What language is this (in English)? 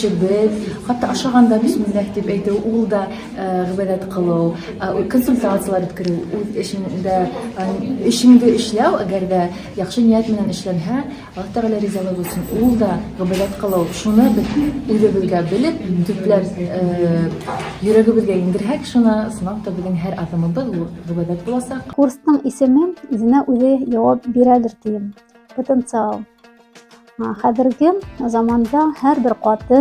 Bashkir